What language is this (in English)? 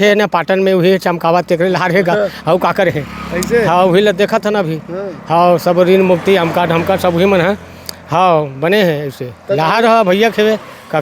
Chhattisgarhi